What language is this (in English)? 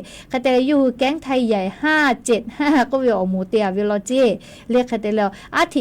Lahu